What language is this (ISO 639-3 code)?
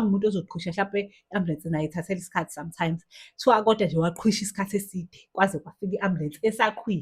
zul